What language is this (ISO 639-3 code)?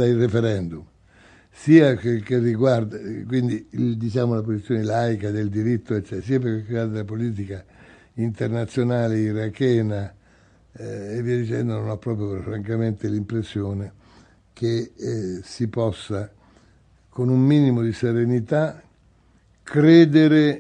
ita